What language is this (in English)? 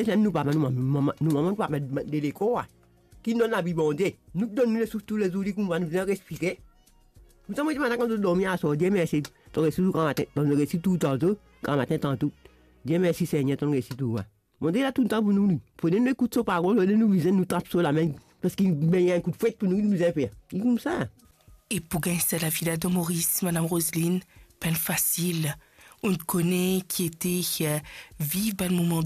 Morisyen